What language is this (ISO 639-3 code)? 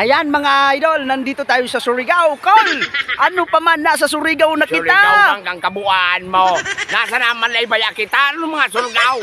bik